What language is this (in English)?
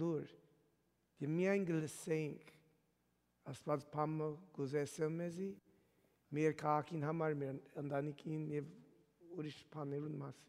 Armenian